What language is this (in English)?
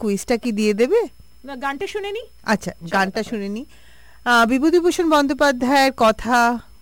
Bangla